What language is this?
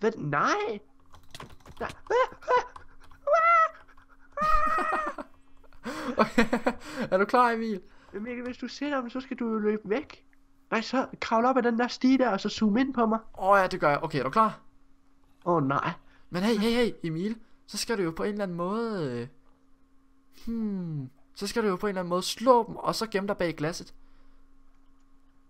Danish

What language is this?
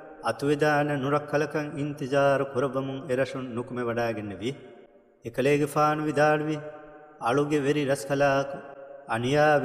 Divehi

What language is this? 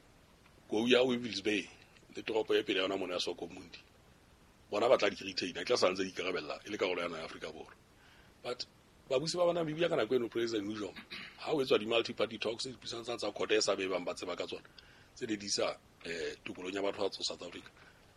Southern Sotho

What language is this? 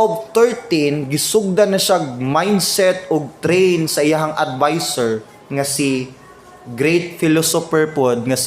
Cebuano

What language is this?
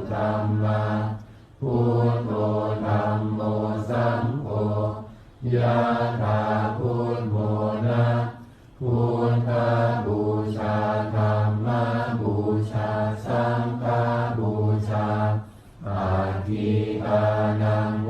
Pali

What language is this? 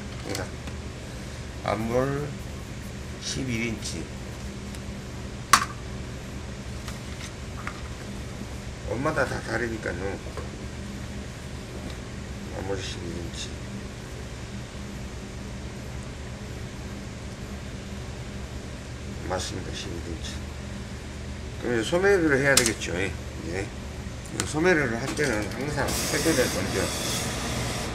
Korean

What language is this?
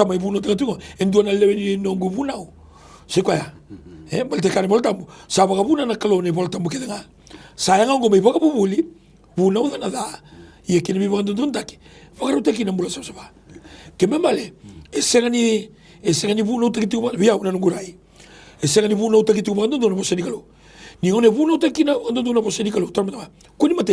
Fijian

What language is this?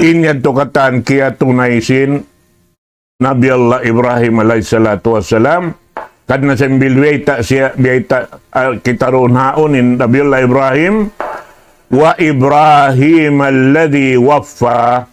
Tausug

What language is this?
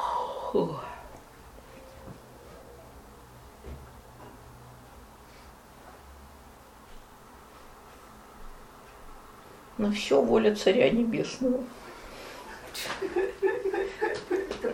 Russian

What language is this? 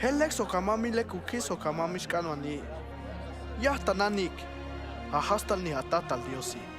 Tojolabal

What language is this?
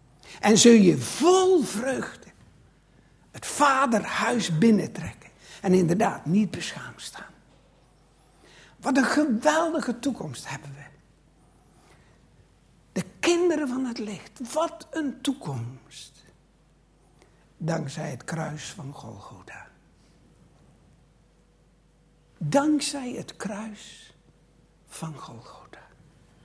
Dutch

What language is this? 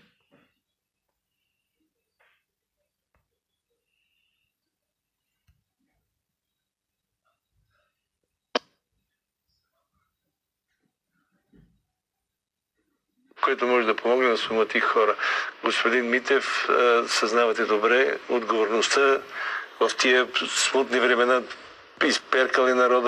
Bulgarian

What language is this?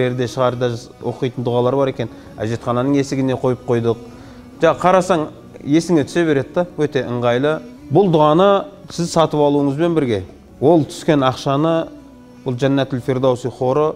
Kyrgyz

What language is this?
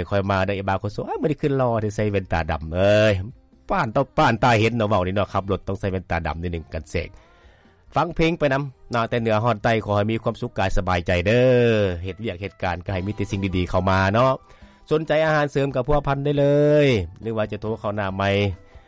Lao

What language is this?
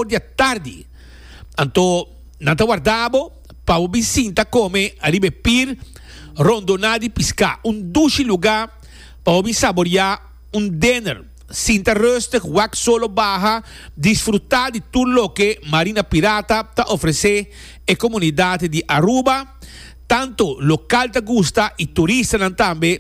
Papiamento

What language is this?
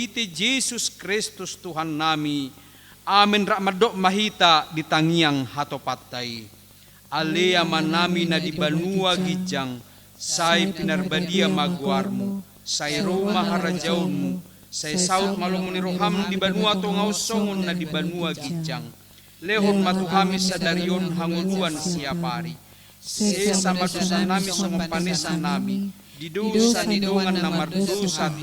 Batak Toba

